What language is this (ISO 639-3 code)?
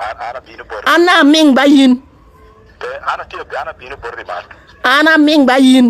laj